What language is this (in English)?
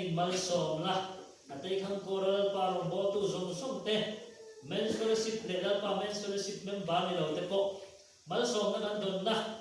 Mizo